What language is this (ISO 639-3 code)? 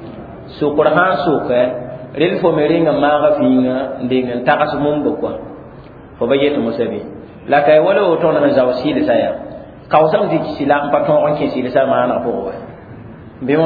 mos